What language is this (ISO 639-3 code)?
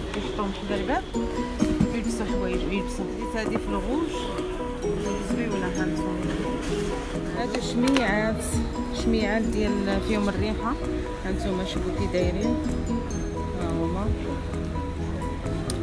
ary